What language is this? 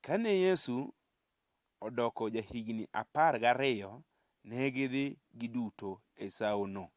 Luo (Kenya and Tanzania)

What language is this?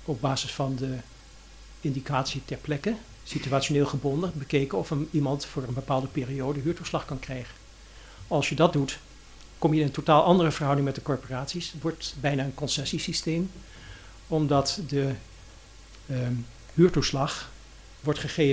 Dutch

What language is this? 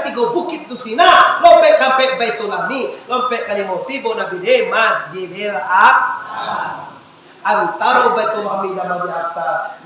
Minangkabau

